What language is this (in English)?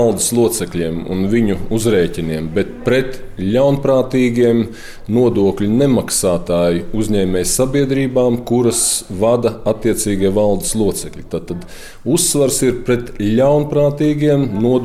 Latvian